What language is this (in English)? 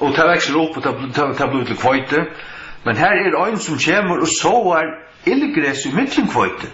Faroese